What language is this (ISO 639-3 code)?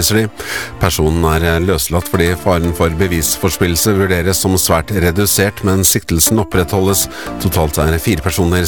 nor